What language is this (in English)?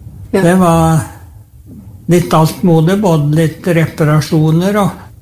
Norwegian